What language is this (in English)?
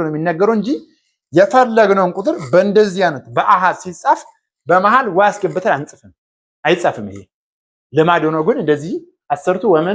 Amharic